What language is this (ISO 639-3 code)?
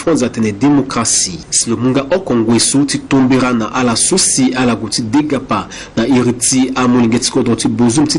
sag